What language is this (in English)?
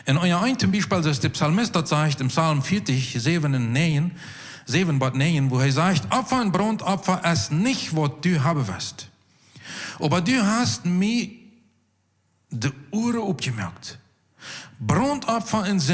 Plautdietsch